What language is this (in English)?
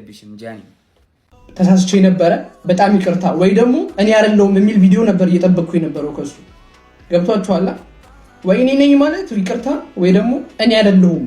Amharic